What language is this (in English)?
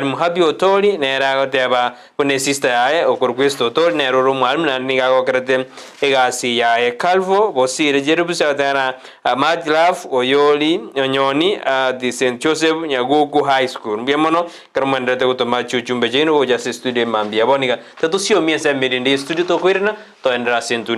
Gusii